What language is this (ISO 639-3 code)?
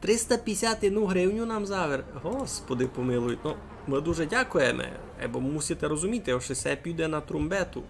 rue